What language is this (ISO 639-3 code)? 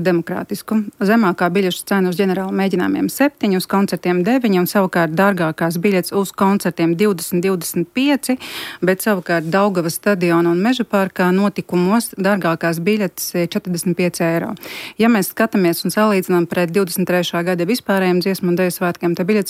lav